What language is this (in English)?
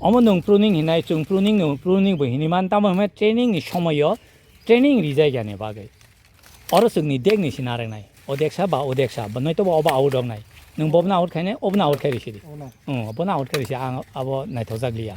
Kok Borok